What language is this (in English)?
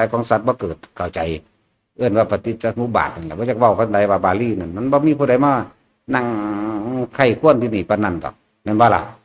Northeastern Thai